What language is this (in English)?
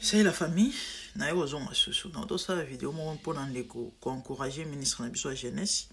Lingala